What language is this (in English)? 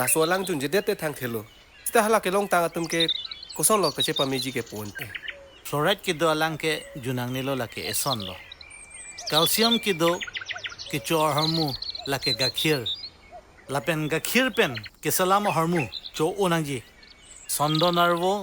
Karbi